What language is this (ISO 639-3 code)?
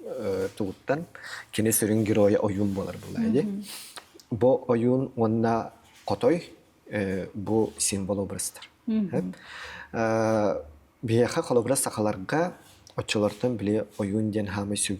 sah